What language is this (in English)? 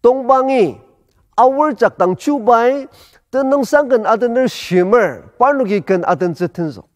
Ao Naga